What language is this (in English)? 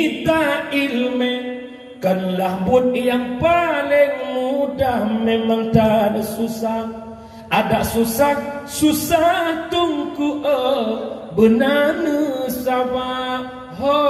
Achinese